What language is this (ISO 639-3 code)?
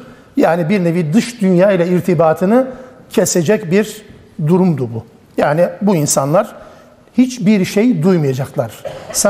tur